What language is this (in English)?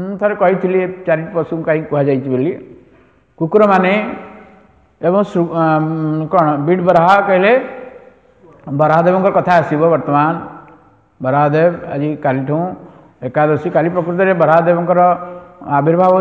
Odia